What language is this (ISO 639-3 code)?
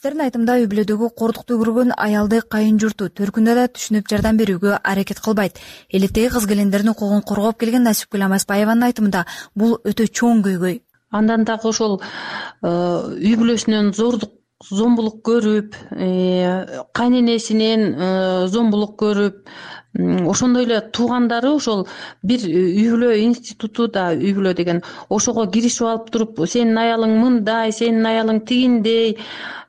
kir